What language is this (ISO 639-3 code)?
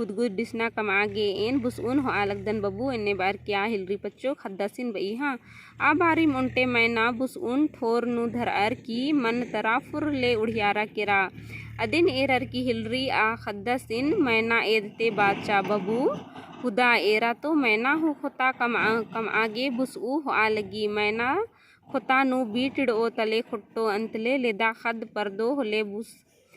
kru